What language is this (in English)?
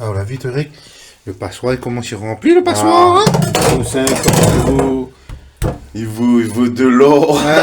Réunion Creole French